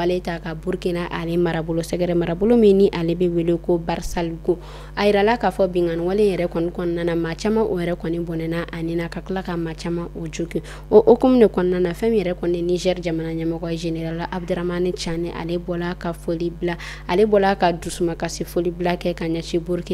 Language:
Bambara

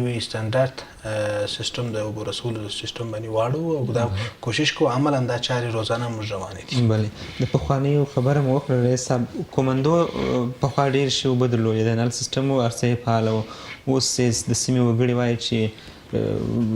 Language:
Pashto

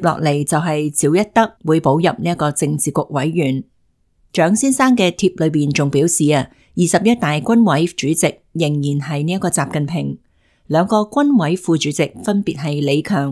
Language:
Cantonese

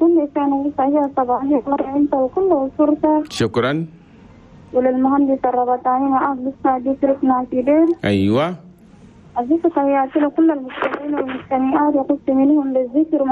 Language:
Chadian Arabic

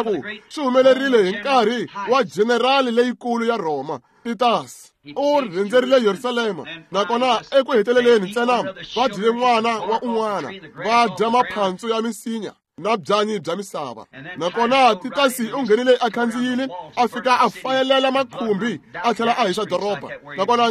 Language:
Tsonga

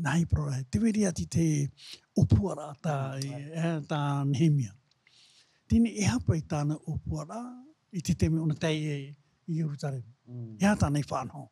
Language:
Tahitian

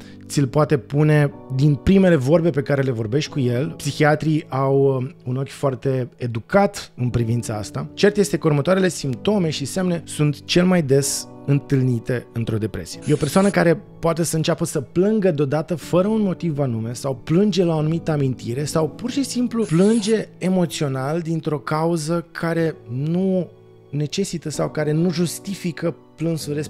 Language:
Romanian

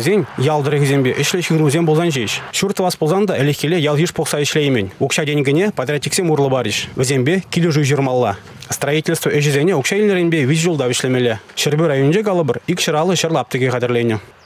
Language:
Chuvash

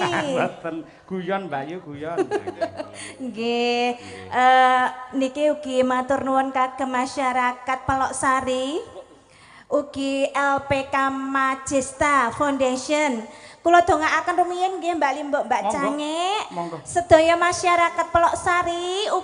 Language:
Javanese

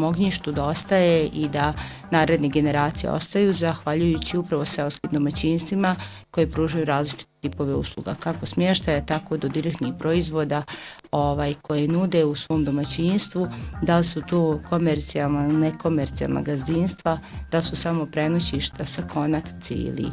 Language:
Bosnian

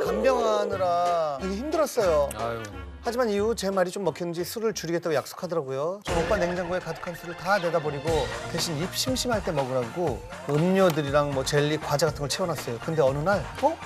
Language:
Korean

